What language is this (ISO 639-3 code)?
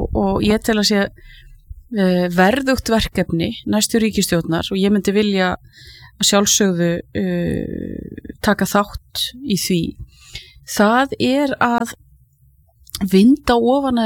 isl